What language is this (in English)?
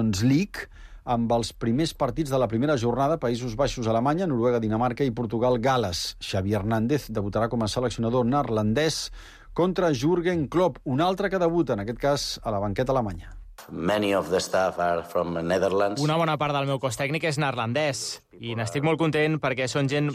Catalan